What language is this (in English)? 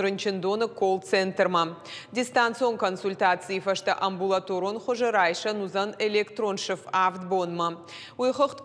Ossetic